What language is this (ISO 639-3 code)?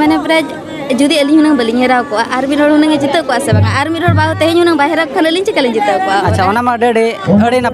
sat